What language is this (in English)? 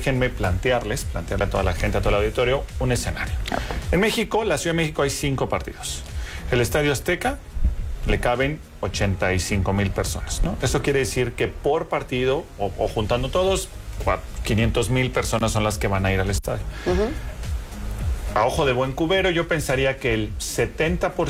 Spanish